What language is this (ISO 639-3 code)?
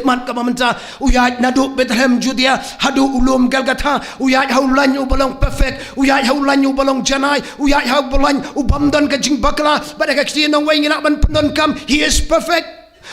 kha